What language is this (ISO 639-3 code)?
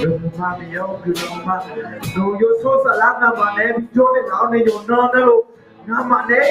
ahk